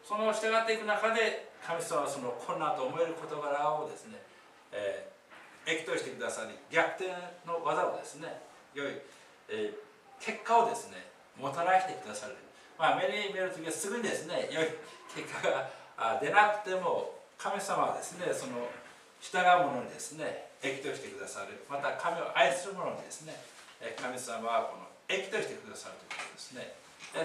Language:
Japanese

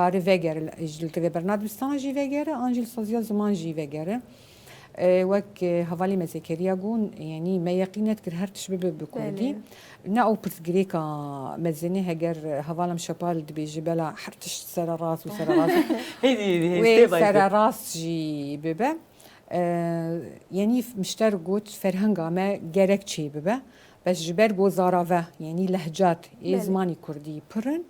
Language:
Kurdish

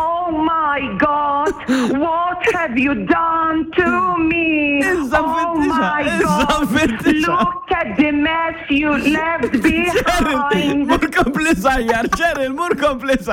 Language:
Maltese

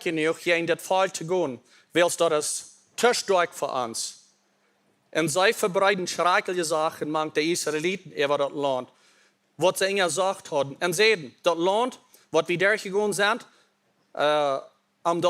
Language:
Plautdietsch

